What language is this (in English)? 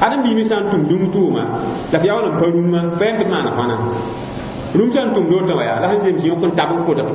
Mossi